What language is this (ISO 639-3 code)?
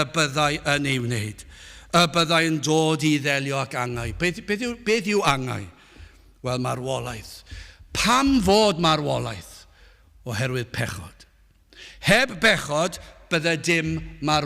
cym